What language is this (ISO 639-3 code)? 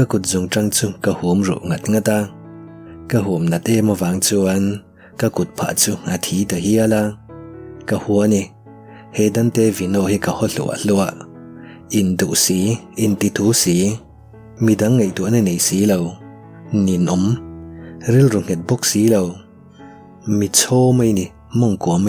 lus